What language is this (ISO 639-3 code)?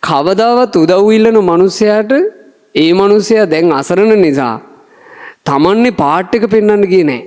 sin